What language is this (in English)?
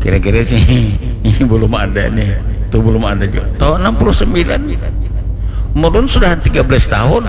Banjar